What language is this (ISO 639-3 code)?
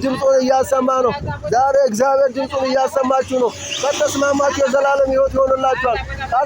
amh